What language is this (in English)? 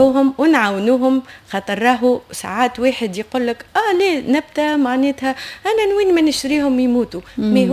Tunisian Arabic